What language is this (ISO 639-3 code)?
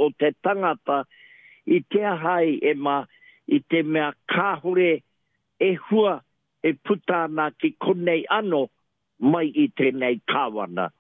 mri